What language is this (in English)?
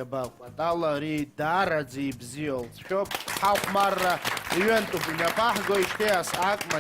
Abkhazian